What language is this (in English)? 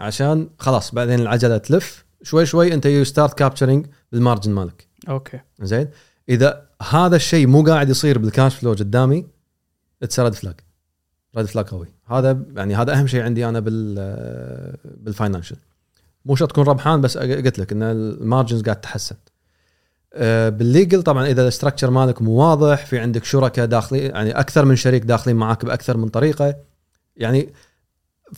Gulf Arabic